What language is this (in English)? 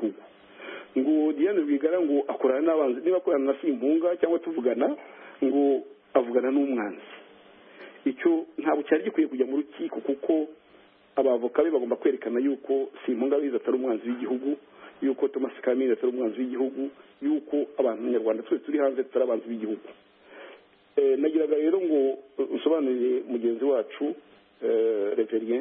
Kinyarwanda